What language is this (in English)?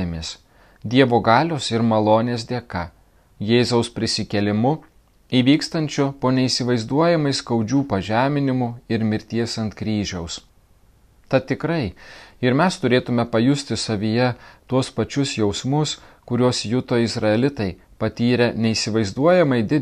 Lithuanian